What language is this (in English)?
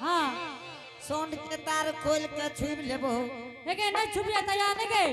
Angika